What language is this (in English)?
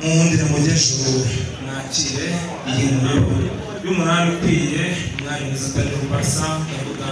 Kinyarwanda